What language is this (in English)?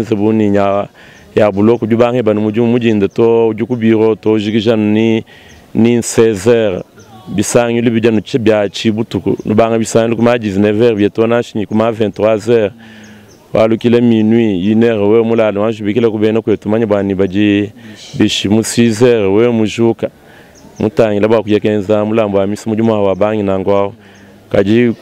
Luba-Lulua